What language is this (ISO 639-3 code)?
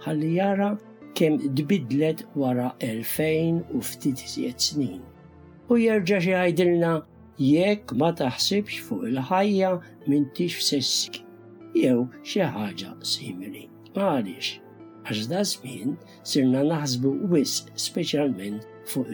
mlt